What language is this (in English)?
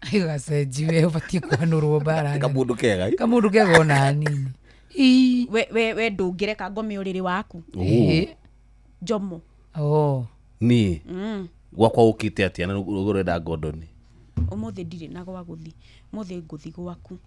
Kikuyu